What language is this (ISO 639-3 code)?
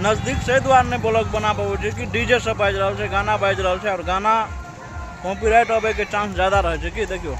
mai